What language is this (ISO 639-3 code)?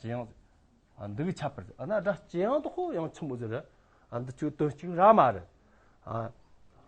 adx